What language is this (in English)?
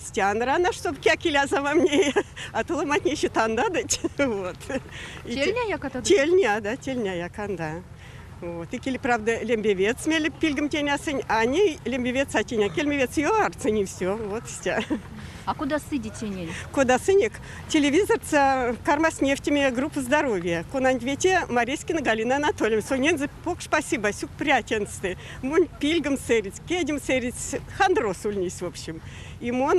Erzya